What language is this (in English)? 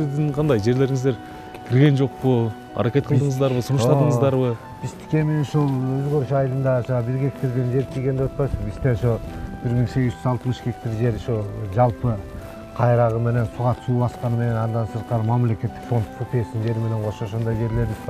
Kyrgyz